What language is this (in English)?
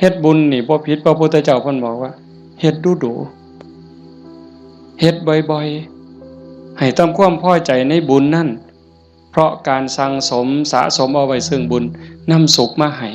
Northeastern Thai